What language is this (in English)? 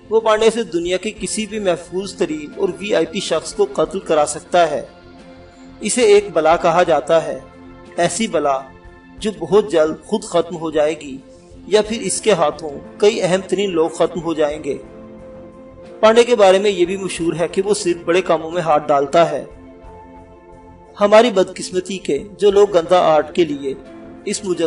Urdu